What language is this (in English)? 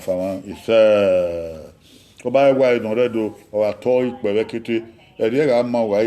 Bini